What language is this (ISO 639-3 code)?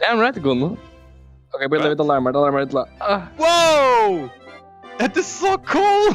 fao